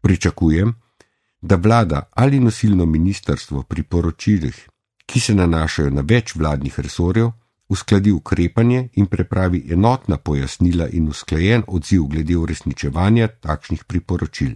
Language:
Slovenian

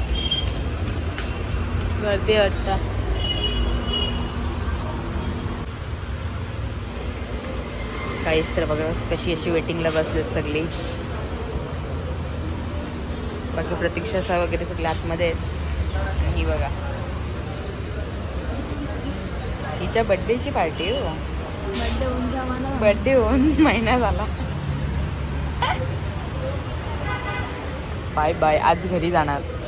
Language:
Marathi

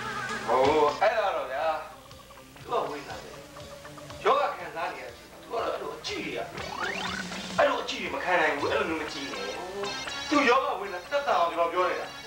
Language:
Burmese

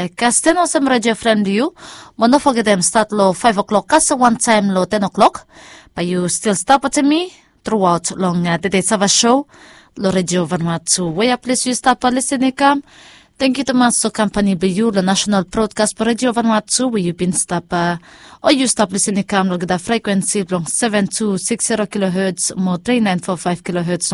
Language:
Bislama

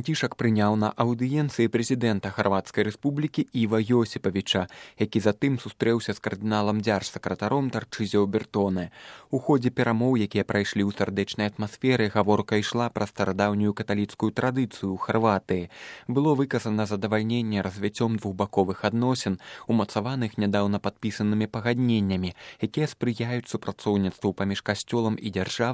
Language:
Belarusian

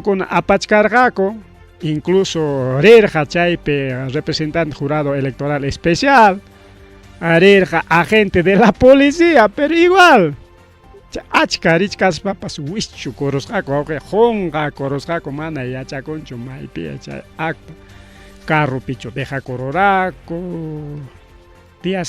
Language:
Ayacucho Quechua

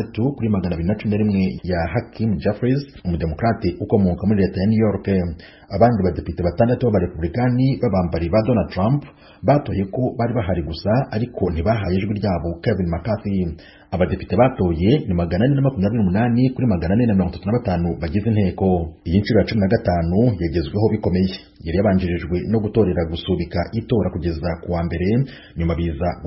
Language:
Kinyarwanda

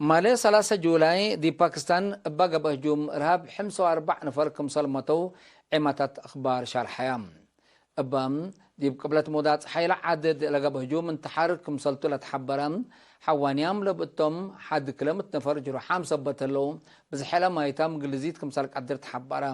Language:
Tigre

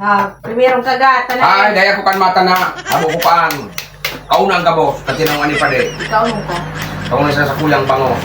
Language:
Bikol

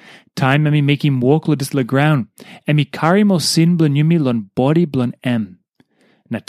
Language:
Tok Pisin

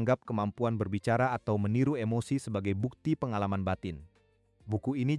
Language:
Indonesian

